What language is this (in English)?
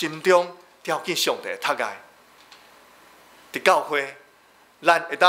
Min Nan Chinese